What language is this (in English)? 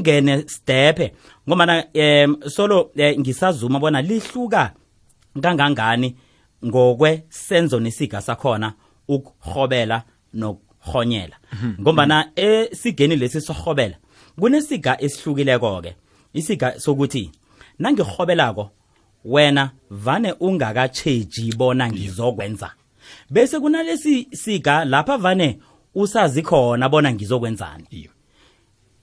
South Ndebele